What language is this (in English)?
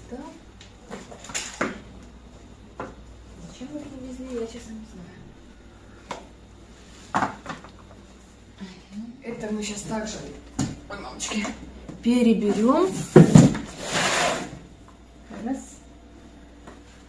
Russian